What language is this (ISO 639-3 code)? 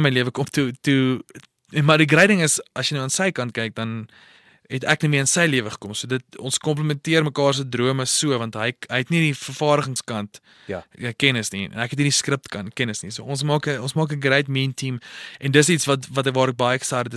afr